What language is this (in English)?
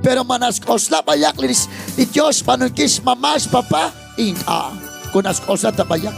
Kekchí